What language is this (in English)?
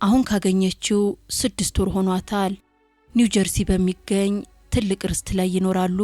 Amharic